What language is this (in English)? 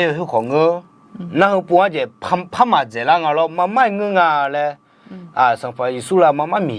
Akha